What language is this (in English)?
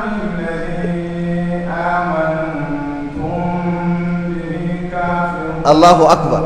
Hausa